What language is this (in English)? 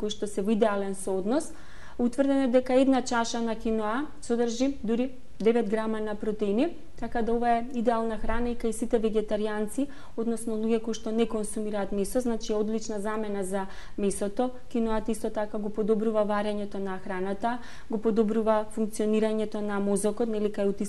Macedonian